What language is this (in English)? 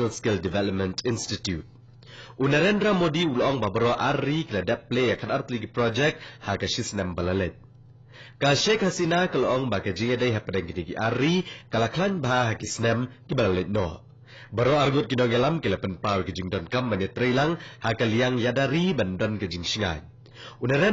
Khasi